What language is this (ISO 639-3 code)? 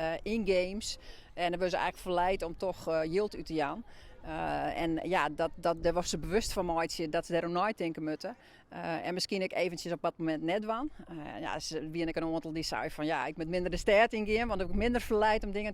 fry